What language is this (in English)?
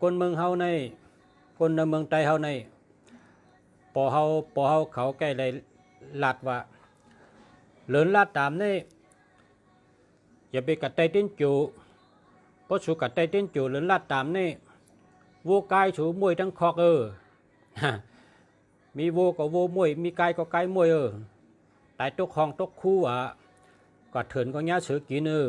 Shan